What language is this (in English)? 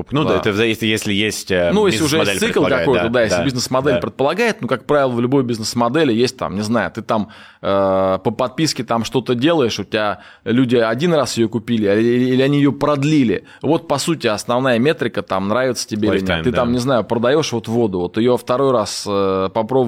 Russian